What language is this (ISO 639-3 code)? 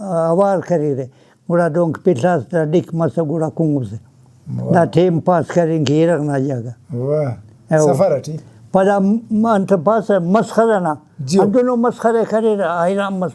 brh